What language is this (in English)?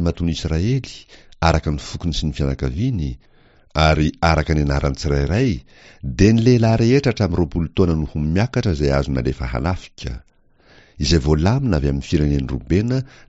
Malagasy